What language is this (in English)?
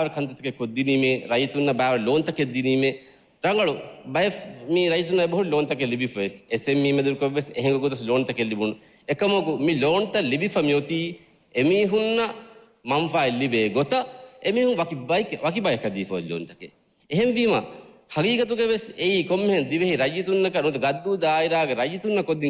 Divehi